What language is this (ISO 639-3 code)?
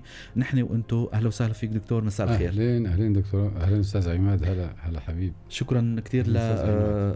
apc